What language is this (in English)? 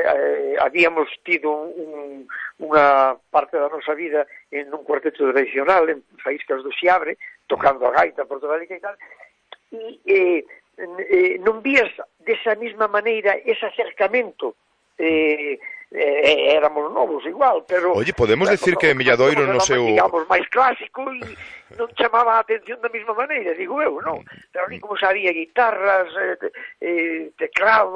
Galician